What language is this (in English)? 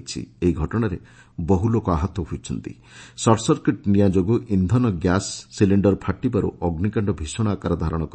Odia